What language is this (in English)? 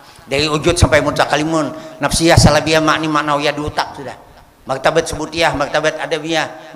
Banjar